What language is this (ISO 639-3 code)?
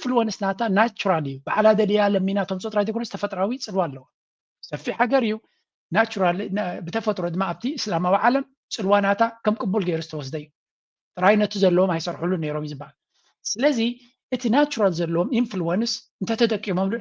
tir